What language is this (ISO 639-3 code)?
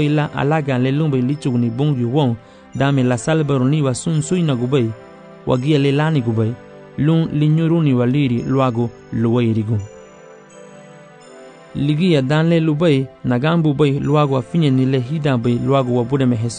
cab